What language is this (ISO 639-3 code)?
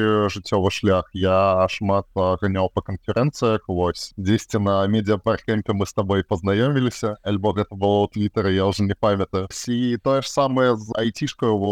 bel